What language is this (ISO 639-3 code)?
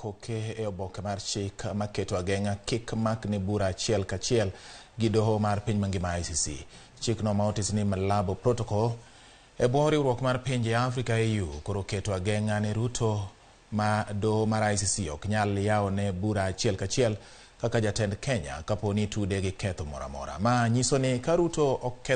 luo